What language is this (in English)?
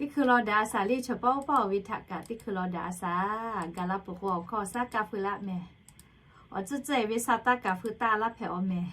Lahu